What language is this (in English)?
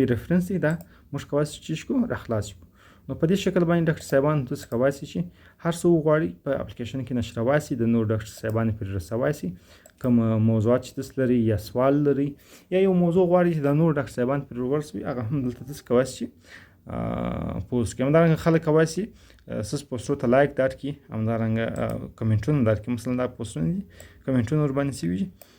Pashto